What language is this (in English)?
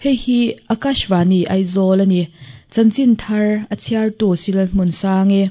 Mizo